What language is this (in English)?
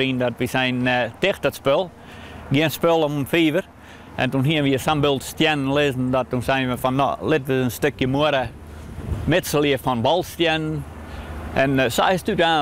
Western Frisian